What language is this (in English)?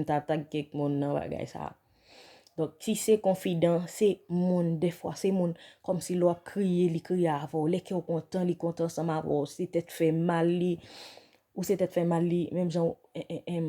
Haitian Creole